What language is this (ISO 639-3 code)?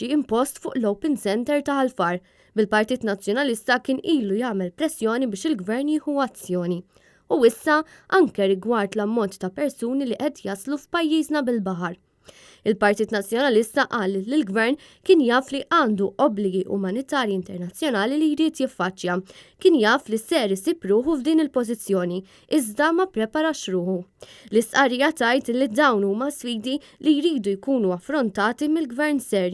mlt